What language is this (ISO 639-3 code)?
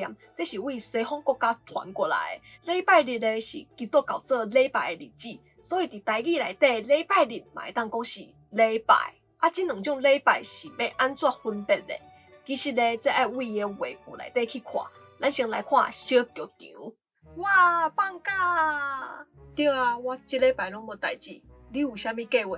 nan